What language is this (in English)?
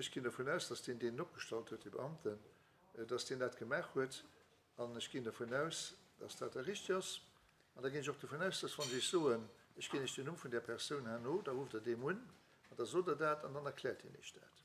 Luxembourgish